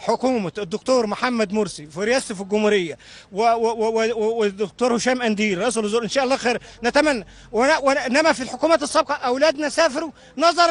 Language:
Egyptian Arabic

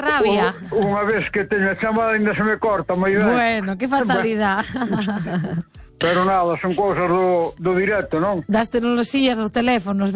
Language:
Galician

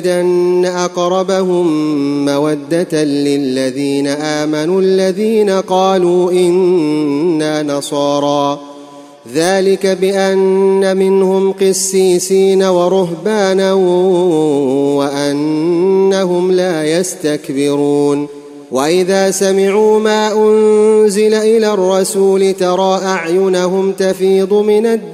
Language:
Arabic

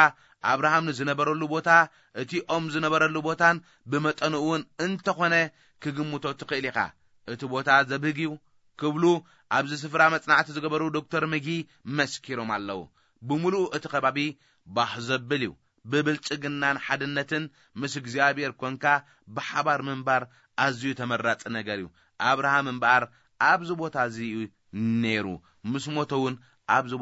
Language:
Tigrinya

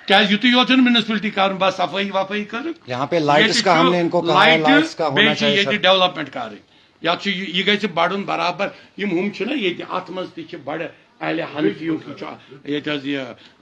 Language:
Kashmiri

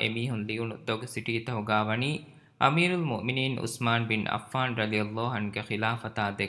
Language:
Divehi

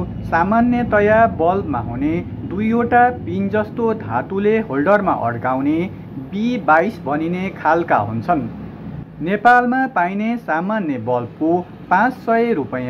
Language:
Nepali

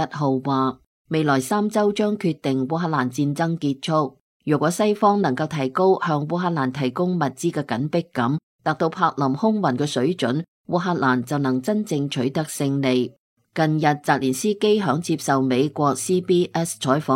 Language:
Cantonese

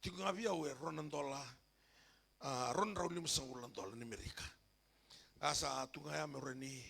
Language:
Fijian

